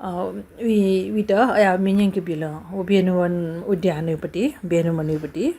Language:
Newari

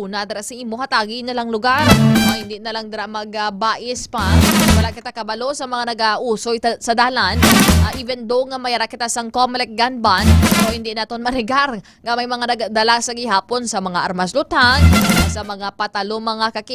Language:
Hiligaynon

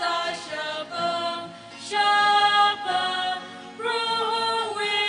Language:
Tangkhul Naga (India)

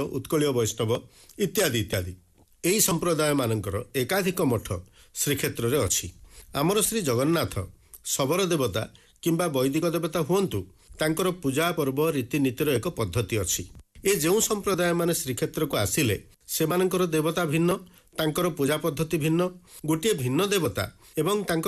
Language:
Odia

